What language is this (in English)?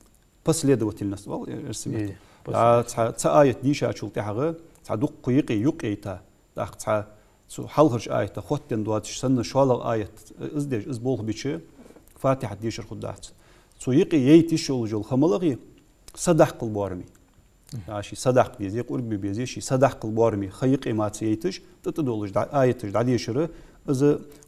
Ingush